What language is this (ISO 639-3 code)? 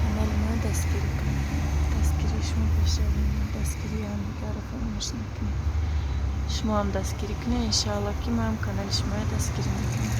tgk